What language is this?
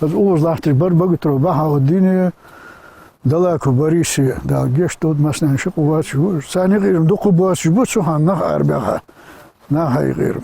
Ingush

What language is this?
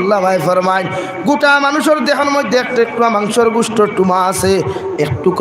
Sylheti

